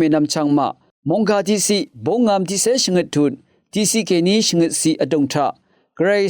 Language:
Rawang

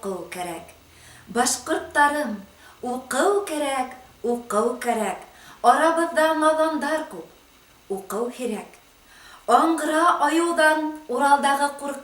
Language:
Bashkir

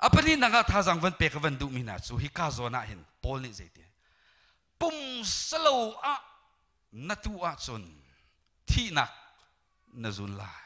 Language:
Hakha Chin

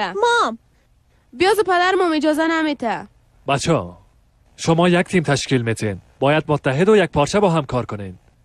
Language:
Persian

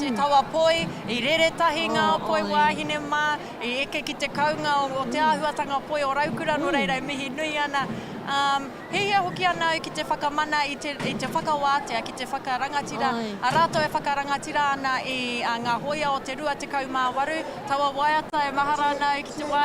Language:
Māori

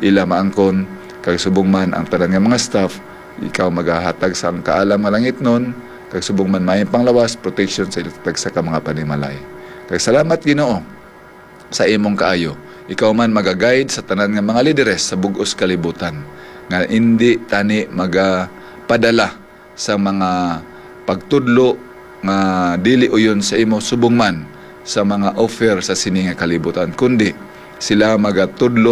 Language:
Hiligaynon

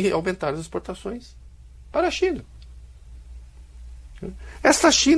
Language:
Portuguese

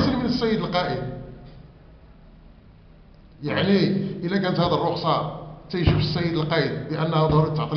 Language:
Moroccan Arabic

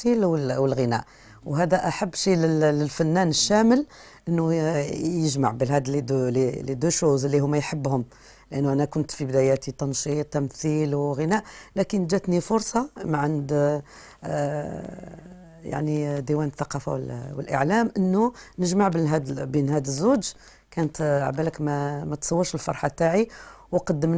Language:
Algerian Arabic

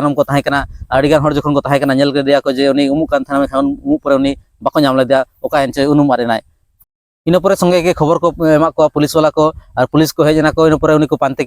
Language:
Santali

